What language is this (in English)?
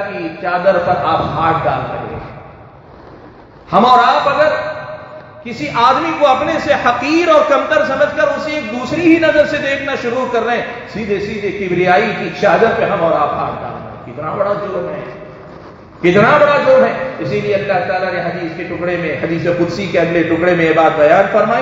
Urdu